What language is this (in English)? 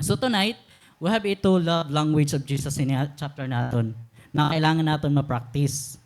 Waray